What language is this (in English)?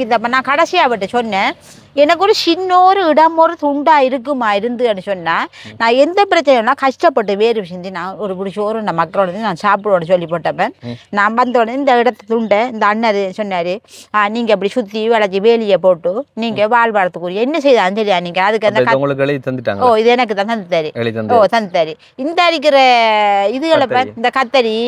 Tamil